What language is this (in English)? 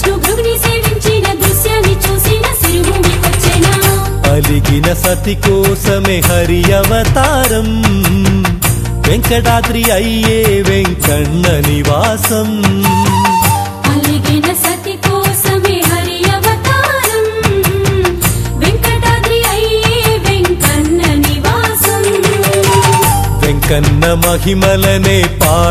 Telugu